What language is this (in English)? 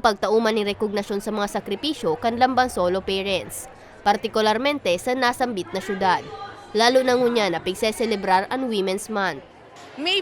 Bikol